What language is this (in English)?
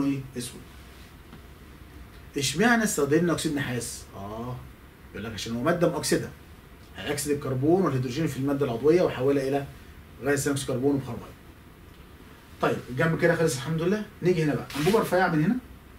Egyptian Arabic